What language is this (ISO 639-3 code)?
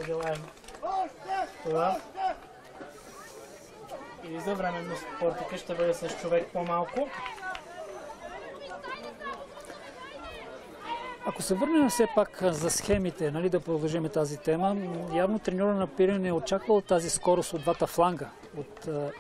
bul